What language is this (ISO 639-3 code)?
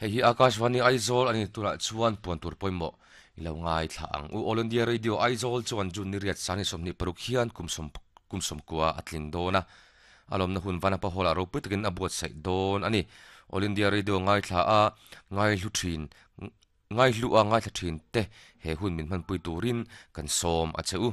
lus